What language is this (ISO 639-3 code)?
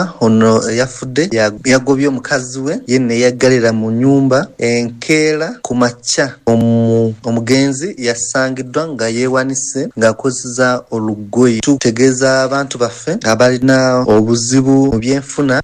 lug